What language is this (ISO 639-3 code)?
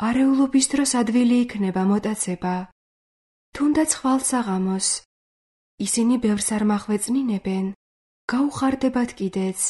kat